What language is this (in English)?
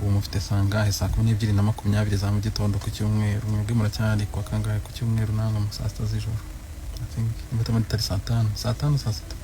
Kinyarwanda